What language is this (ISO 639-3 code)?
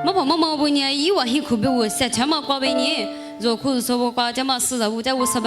lis